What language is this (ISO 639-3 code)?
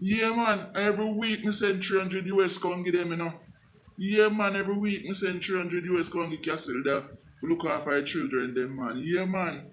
jam